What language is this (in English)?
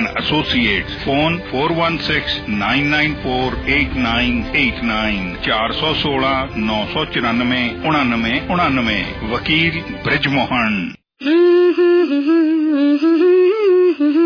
Punjabi